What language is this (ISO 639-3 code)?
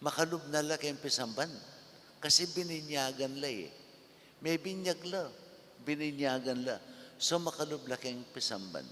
pam